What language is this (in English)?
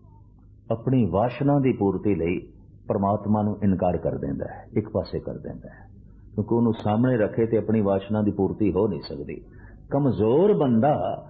Punjabi